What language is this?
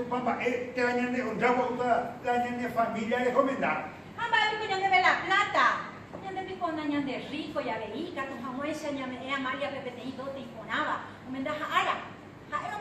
Guarani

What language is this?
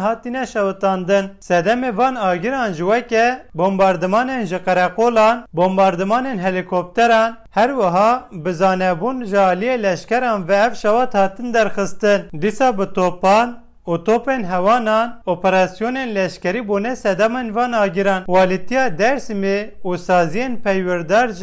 Kurdish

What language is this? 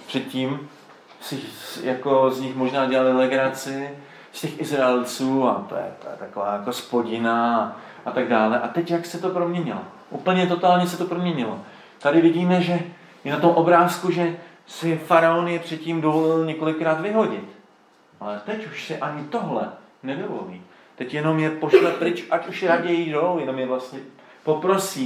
Czech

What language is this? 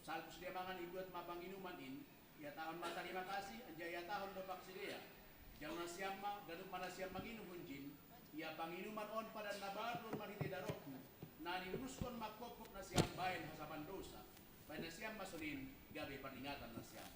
Batak Simalungun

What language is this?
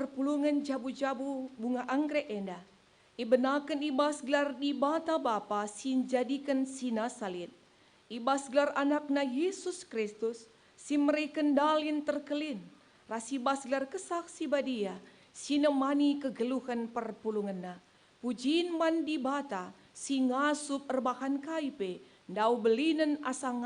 Batak Karo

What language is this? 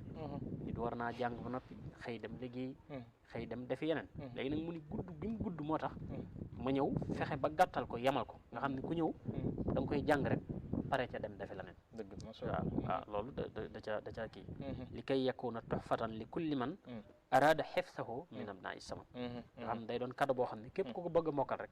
Wolof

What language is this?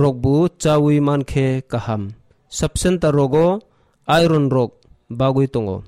Kok Borok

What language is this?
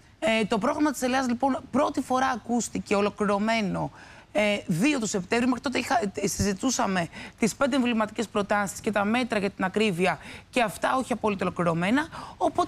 Greek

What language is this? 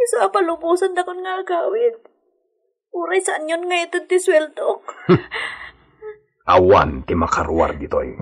Iloko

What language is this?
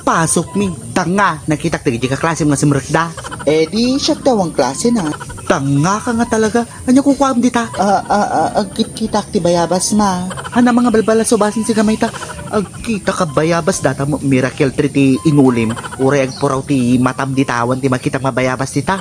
Iloko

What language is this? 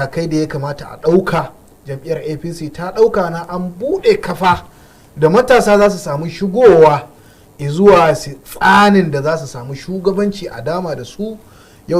Hausa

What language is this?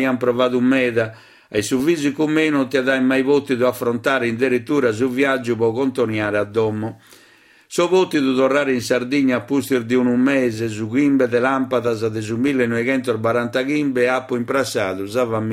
Sardinian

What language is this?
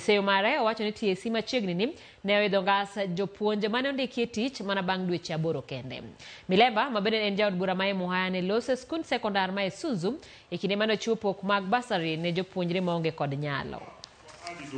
Luo (Kenya and Tanzania)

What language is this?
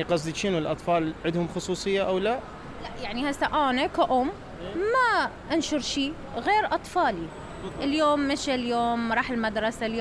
Mesopotamian Arabic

